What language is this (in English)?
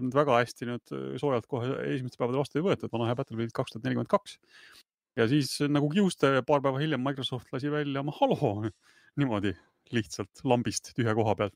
Estonian